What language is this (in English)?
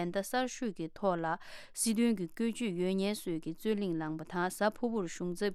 Tibetan